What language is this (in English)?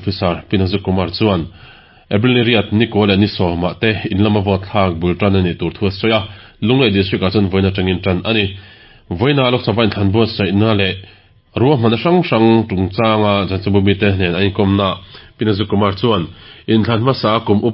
Mizo